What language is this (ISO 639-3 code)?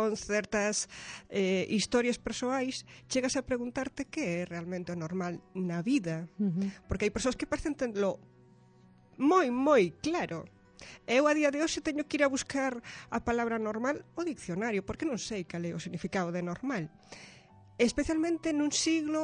glg